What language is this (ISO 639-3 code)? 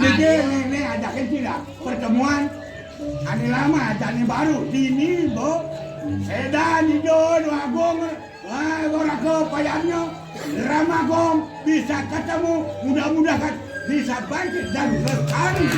ban